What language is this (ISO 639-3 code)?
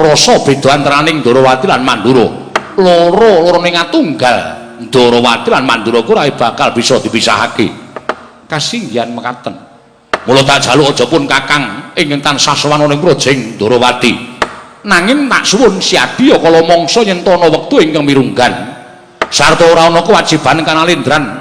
jav